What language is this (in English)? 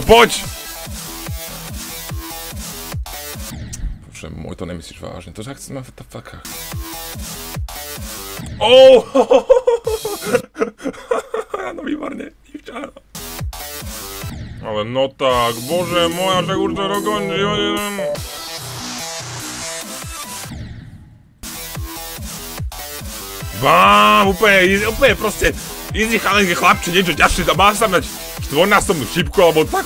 Slovak